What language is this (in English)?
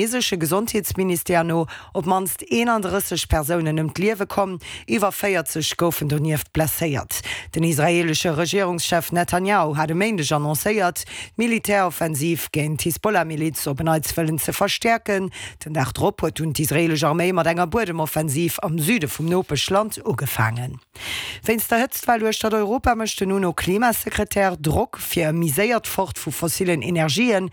Luxembourgish